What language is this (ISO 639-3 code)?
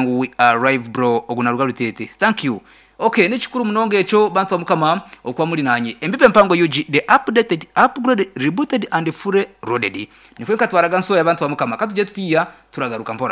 nyn